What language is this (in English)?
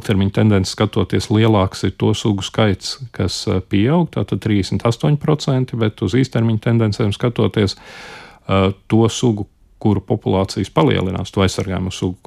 Latvian